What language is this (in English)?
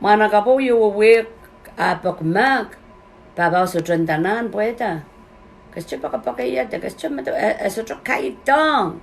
Pohnpeian